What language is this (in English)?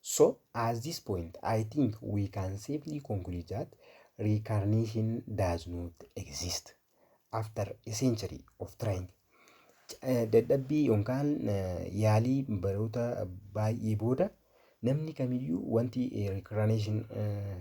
Oromo